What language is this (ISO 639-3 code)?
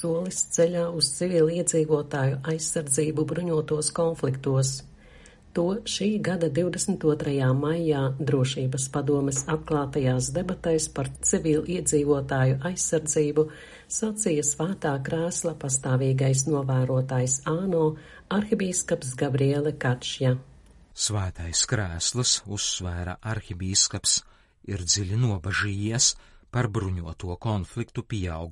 lav